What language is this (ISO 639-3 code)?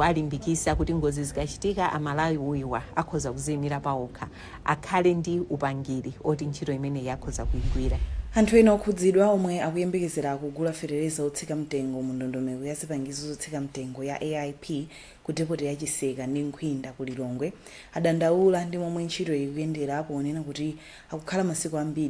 nya